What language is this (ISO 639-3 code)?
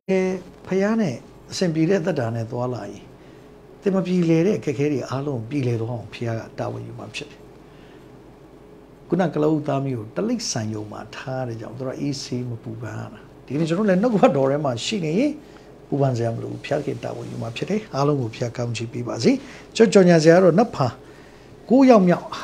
mya